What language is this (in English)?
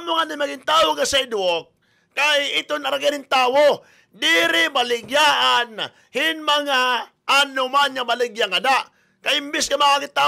Waray